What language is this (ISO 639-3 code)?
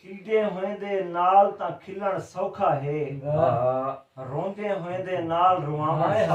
skr